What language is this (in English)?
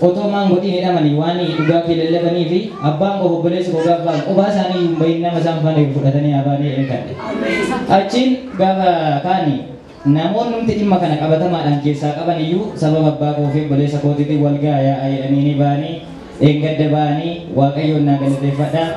Oromo